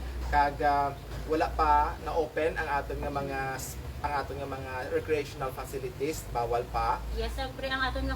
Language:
Hiligaynon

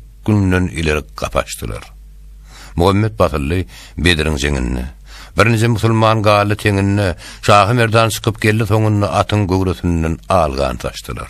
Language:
Turkmen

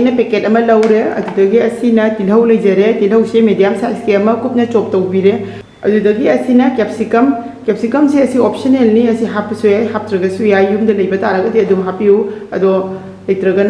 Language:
Manipuri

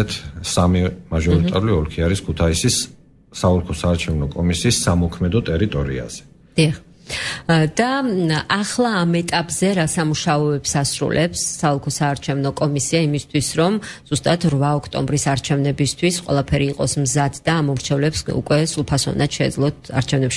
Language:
Georgian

